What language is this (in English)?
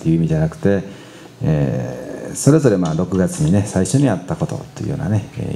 Japanese